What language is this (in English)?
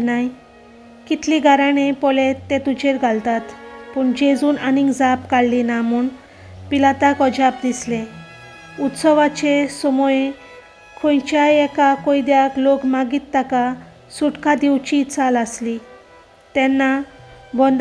Konkani